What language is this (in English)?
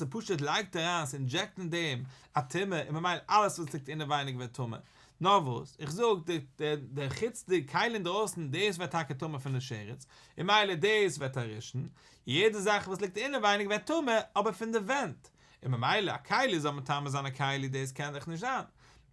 Yiddish